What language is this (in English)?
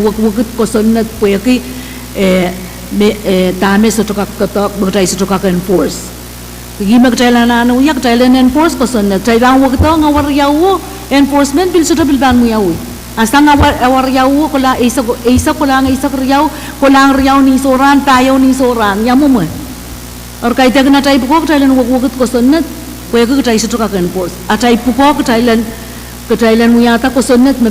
Pohnpeian